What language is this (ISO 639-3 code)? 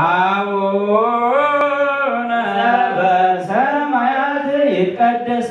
gez